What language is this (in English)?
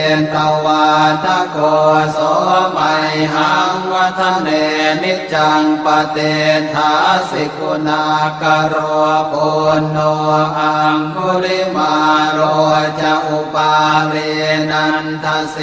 Pali